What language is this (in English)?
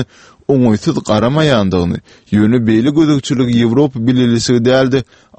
Turkmen